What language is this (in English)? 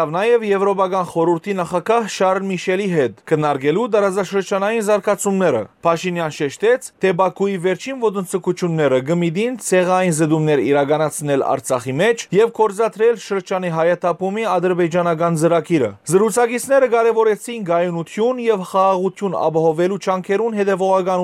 Western Armenian